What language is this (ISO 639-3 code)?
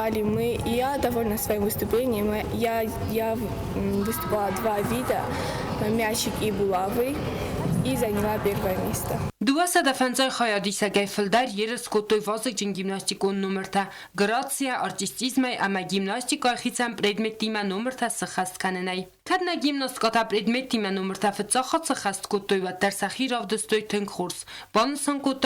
oss